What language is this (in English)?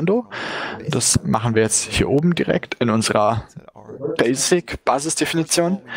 German